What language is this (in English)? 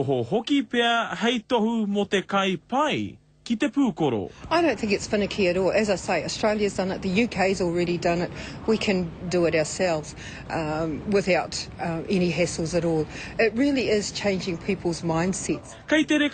Māori